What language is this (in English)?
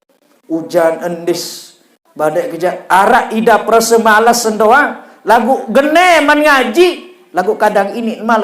Sasak